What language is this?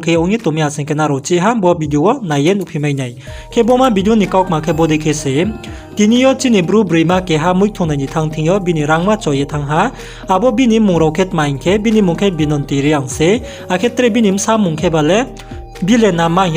Riang (India)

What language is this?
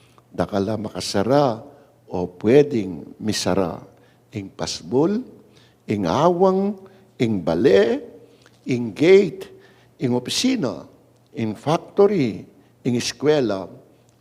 Pampanga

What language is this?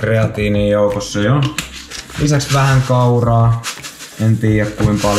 Finnish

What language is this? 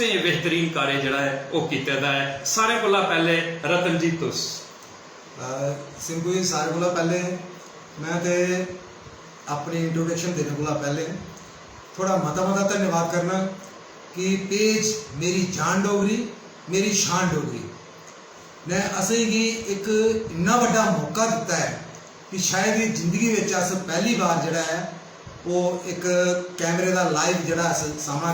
Dogri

